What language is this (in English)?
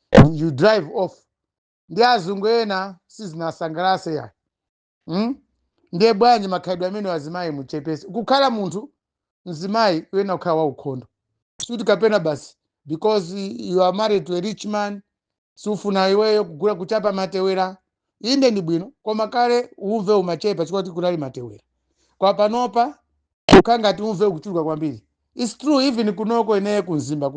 Nyanja